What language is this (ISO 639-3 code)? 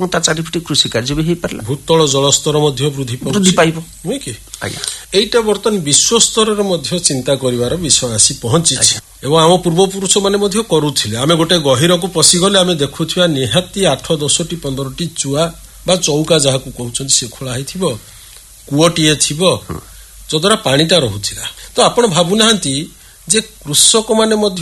ori